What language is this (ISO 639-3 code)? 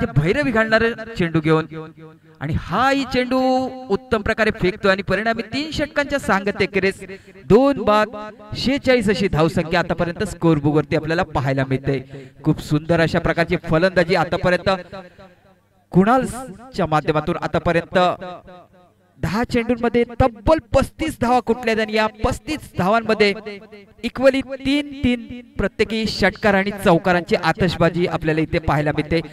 mar